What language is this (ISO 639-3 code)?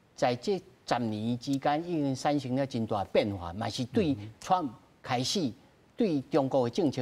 nan